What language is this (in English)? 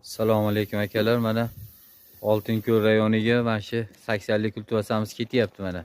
Uzbek